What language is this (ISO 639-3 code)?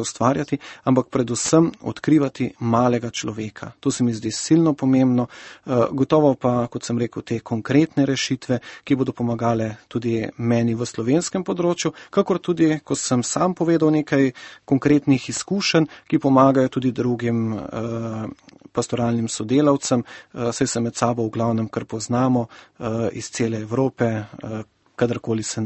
slv